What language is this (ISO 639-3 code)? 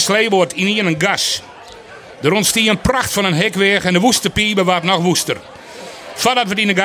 fry